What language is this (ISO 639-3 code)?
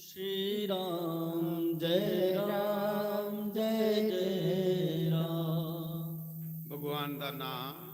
doi